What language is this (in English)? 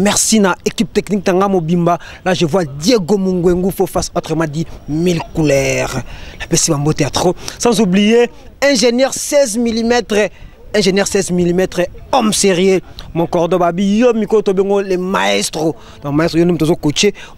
Lingala